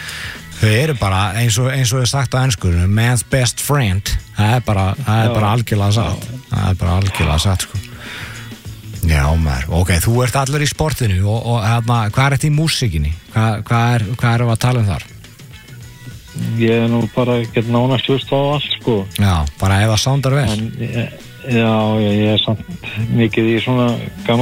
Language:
Icelandic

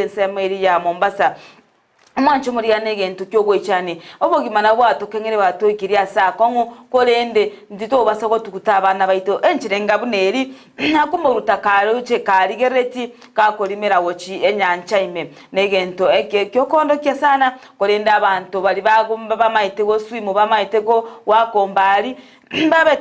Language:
Gusii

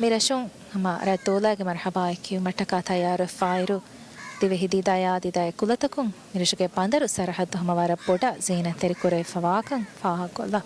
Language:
Divehi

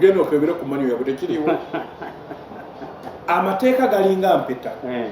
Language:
Ganda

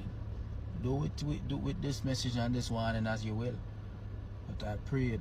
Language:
Jamaican Creole English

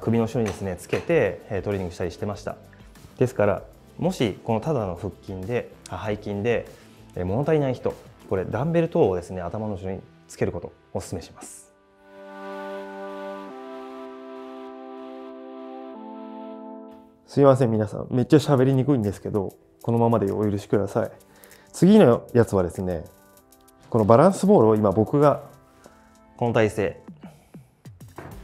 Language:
Japanese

